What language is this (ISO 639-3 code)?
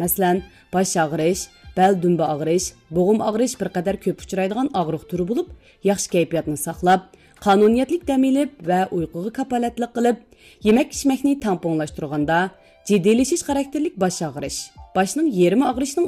uig